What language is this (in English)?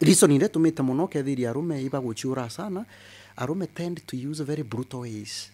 Meru